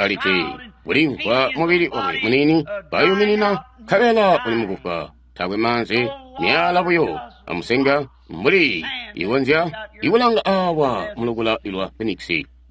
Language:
Tonga (Zambia)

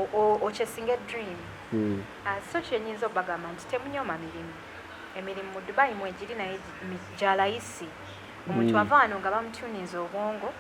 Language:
Ganda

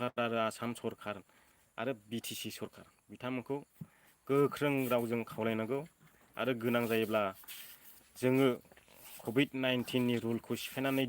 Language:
Bodo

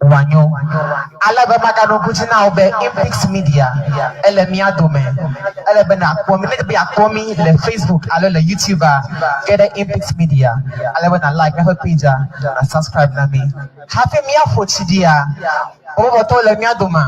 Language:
Ewe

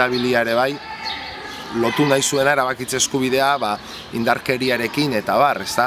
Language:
Basque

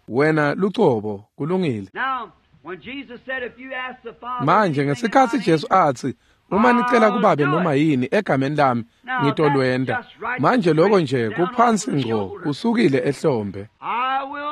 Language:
Swati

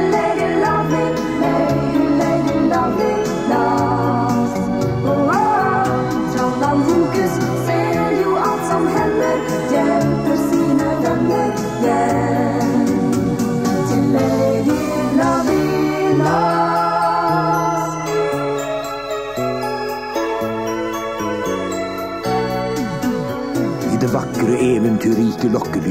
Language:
Norwegian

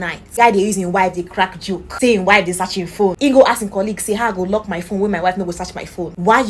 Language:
Nigerian Pidgin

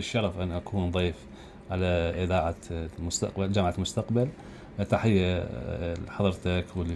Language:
Mesopotamian Arabic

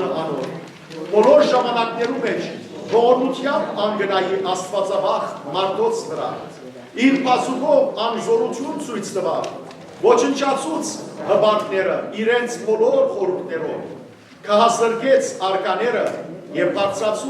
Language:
Western Armenian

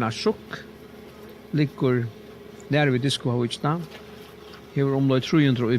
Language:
Faroese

